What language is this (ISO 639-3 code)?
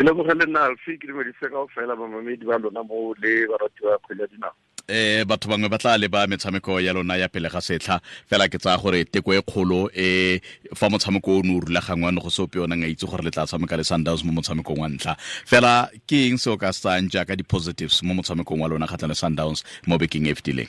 tsn